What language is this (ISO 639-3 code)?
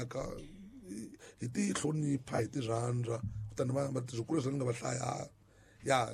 tso